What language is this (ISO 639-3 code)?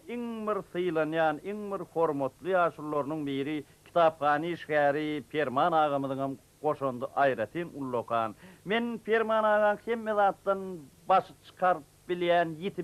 tuk